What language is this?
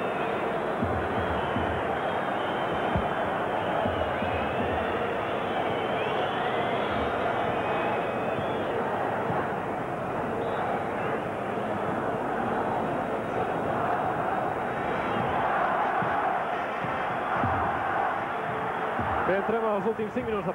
Catalan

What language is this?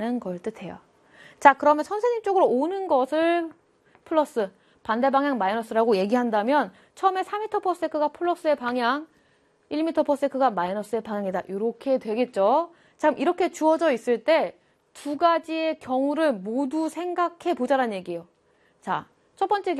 Korean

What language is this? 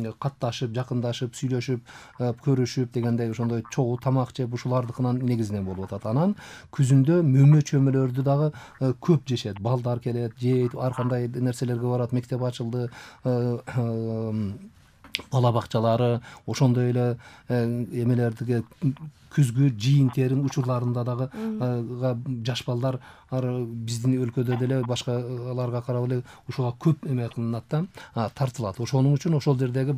Kyrgyz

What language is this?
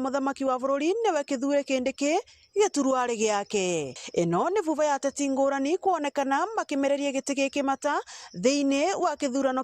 Meru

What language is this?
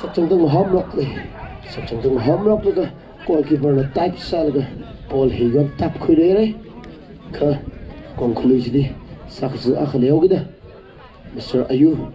Tangkhul Naga (India)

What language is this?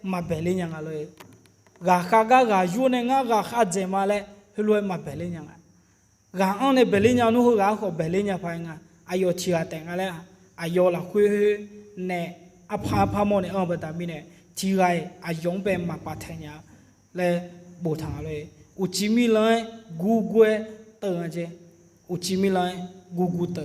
Akha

